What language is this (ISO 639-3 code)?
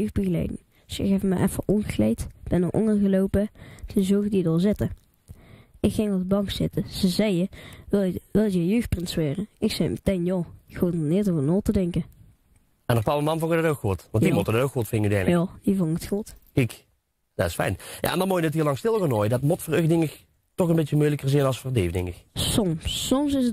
lim